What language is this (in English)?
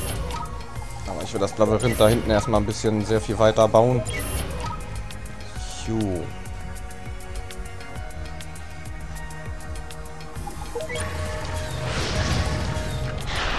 German